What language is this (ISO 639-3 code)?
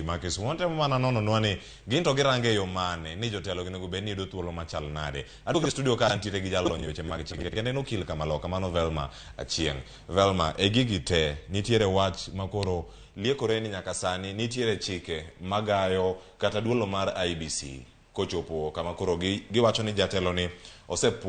luo